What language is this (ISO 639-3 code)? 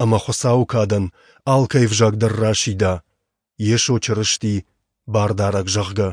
oss